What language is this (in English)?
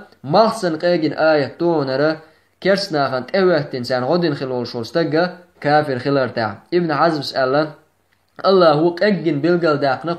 Chechen